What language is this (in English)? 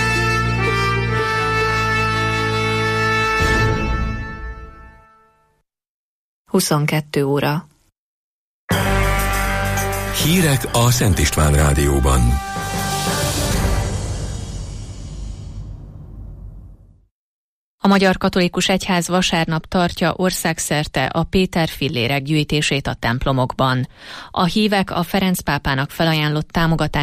Hungarian